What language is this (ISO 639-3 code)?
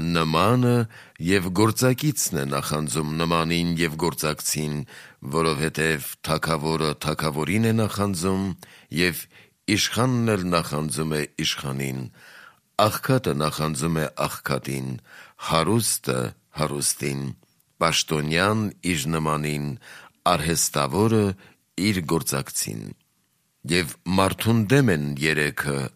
hye